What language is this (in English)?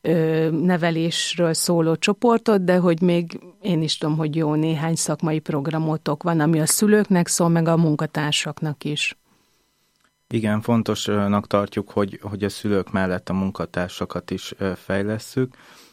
Hungarian